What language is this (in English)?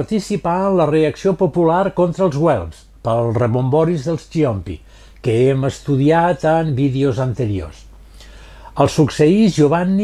Catalan